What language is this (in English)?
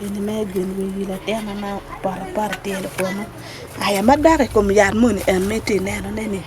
Acoli